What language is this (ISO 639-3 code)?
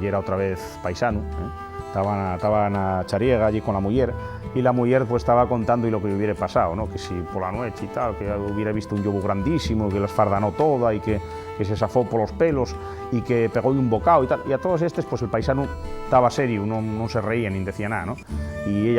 ast